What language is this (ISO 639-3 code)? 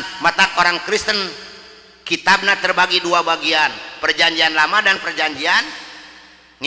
sun